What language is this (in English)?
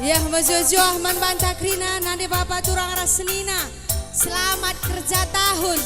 Batak Karo